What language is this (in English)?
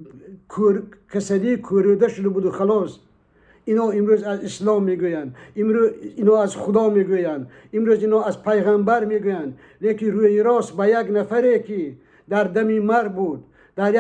Tajik